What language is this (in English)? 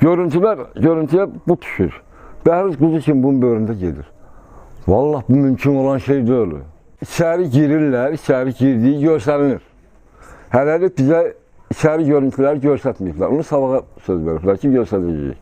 Azerbaijani